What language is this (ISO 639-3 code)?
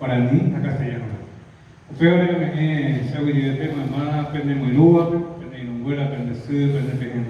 grn